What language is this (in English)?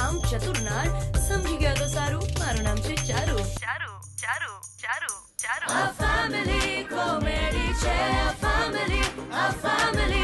Gujarati